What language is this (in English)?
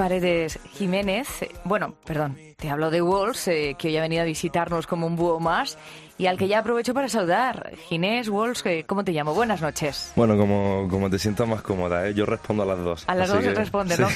Spanish